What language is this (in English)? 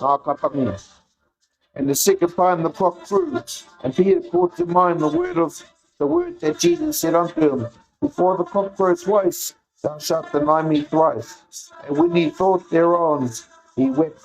Māori